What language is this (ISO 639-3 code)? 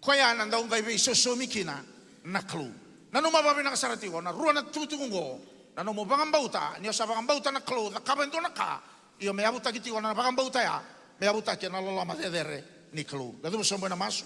fij